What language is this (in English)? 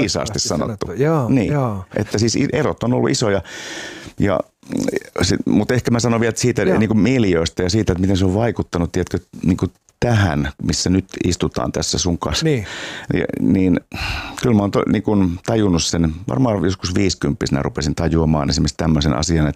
Finnish